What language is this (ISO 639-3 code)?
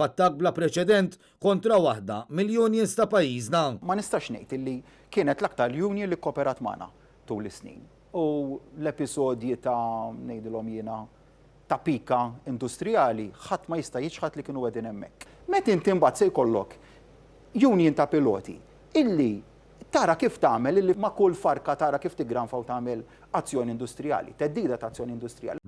mlt